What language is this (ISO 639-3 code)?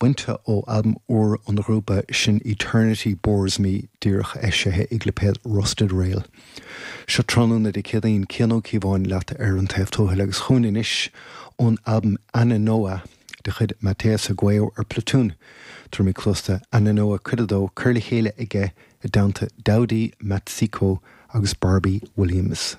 gle